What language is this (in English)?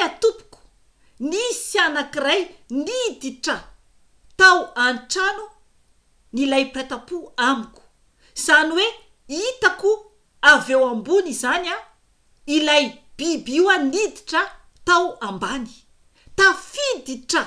Malagasy